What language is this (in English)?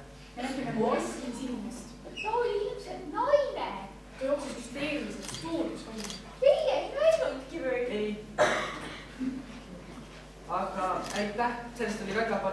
Estonian